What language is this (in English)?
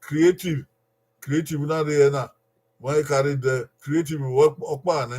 Bini